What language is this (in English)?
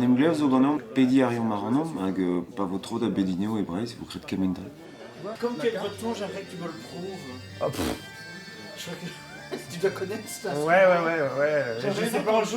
Breton